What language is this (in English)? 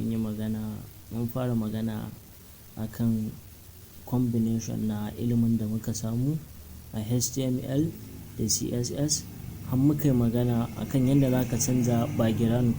Hausa